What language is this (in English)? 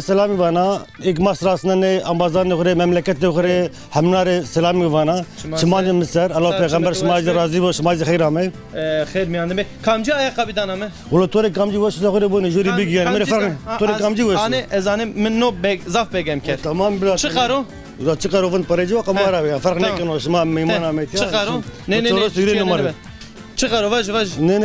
Zaza